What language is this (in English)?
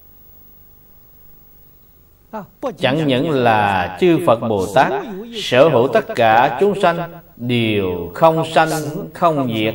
Vietnamese